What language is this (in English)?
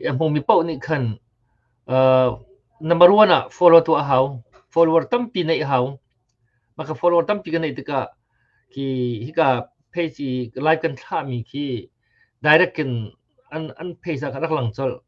Hakha Chin